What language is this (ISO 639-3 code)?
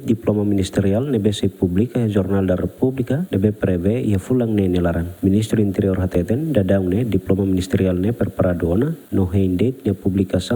tet